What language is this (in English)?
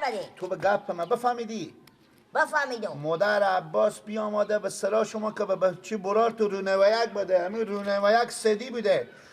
Persian